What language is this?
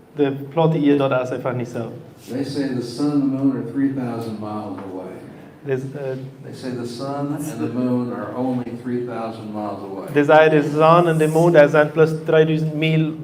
Plautdietsch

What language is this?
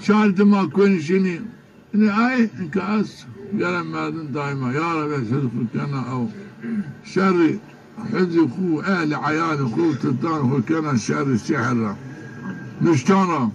Zaza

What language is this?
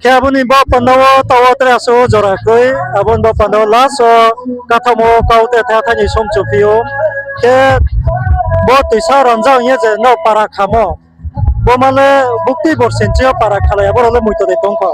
Riang (India)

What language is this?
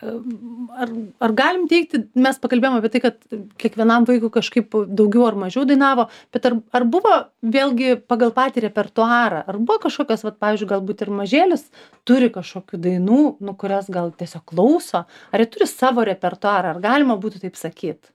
Lithuanian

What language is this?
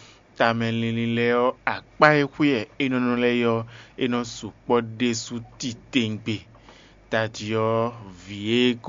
Fon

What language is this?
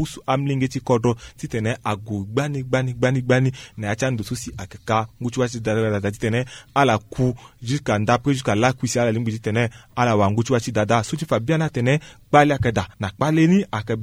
Sango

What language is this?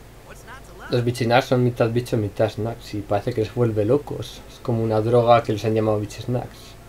Spanish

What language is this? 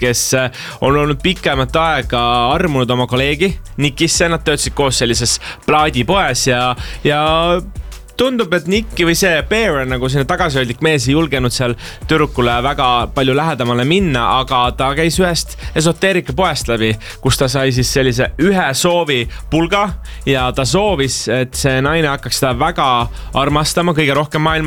Estonian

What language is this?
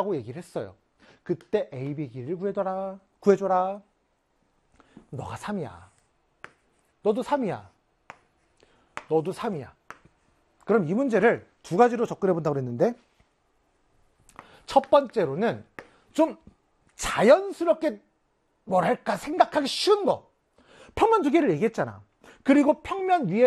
Korean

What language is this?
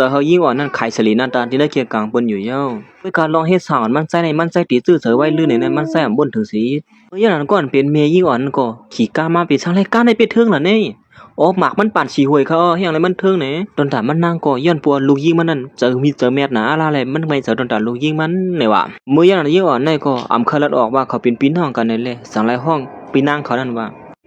Shan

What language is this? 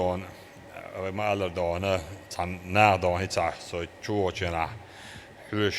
Chechen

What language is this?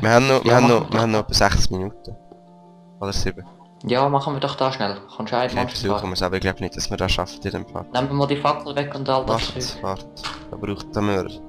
Swiss German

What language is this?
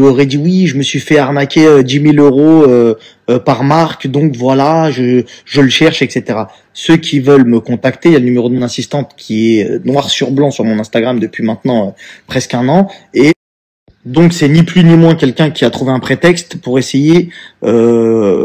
French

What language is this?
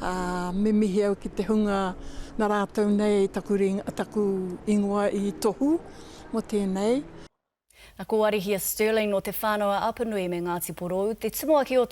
Māori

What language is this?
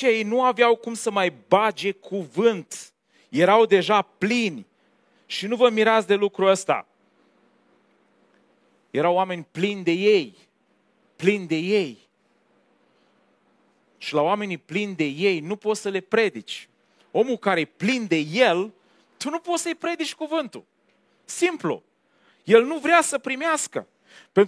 Romanian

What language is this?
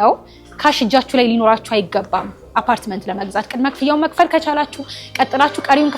Amharic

